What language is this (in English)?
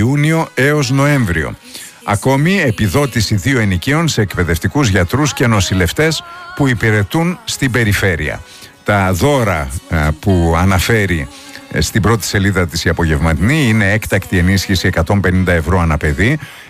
Greek